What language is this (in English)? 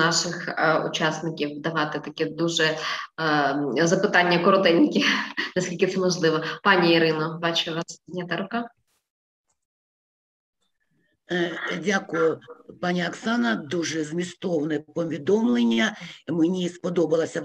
Ukrainian